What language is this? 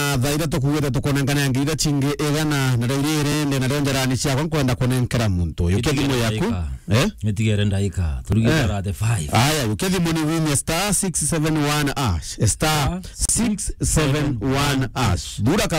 Meru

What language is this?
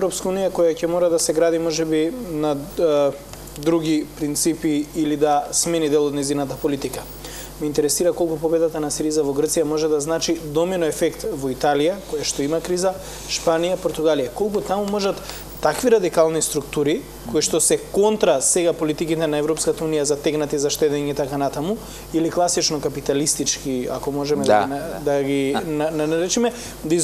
Macedonian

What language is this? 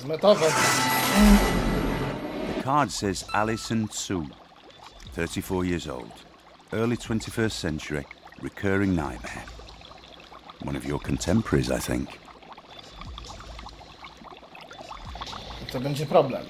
Polish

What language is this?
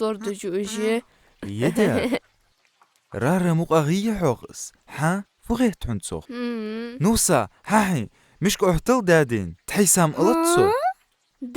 Ingush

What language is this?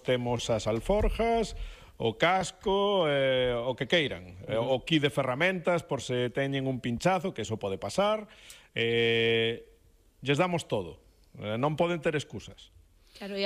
Galician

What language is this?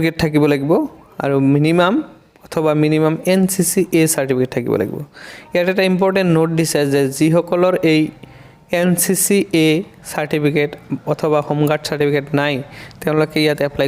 Assamese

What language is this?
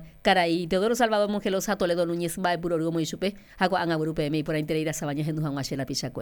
Guarani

